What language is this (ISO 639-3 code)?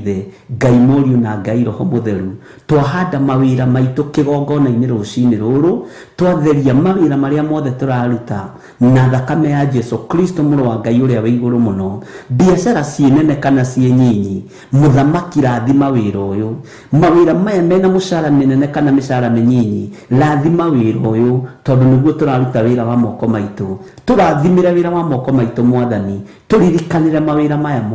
kik